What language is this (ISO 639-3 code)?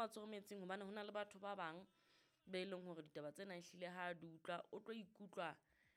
sot